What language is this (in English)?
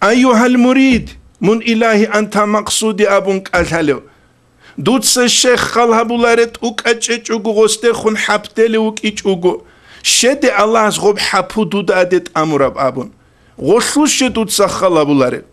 Avaric